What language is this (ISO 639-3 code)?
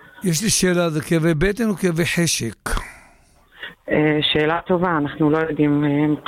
heb